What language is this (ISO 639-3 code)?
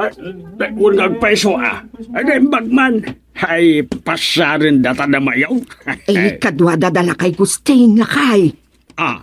ilo